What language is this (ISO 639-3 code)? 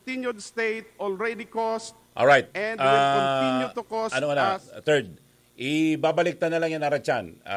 bik